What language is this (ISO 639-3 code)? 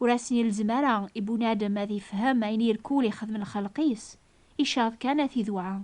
kab